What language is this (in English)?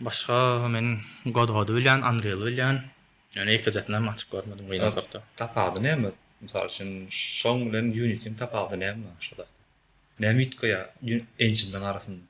Turkmen